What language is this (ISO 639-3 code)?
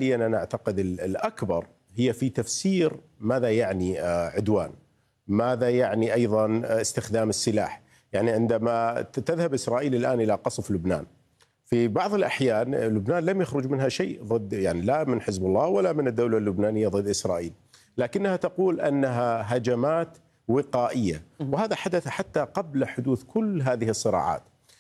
ara